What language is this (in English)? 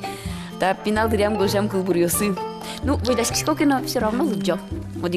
Udmurt